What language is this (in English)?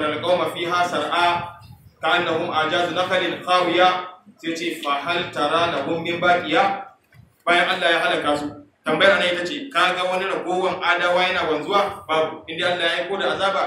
Hausa